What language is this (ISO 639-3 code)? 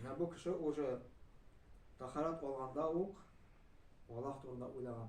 tat